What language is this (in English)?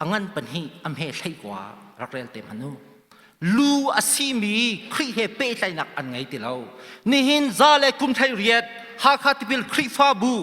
Hakha Chin